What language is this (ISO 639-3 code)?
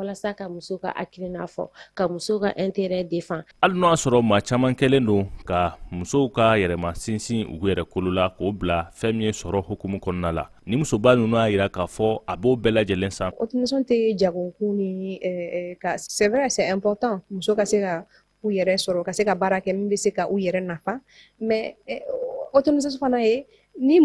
bam